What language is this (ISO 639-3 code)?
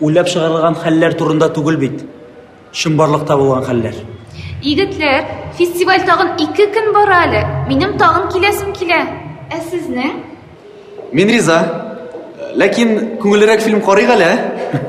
tat